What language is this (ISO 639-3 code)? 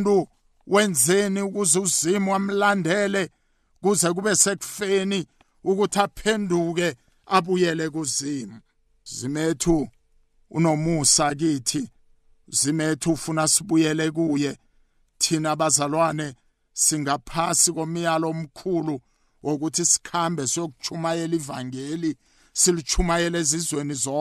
nbl